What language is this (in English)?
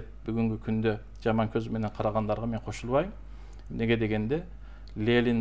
Kyrgyz